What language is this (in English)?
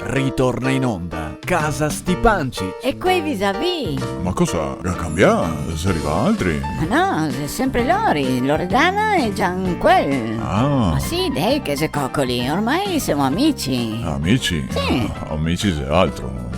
Venetian